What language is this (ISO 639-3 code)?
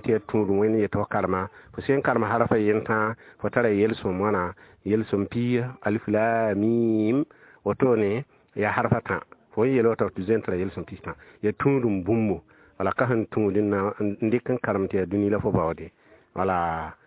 mos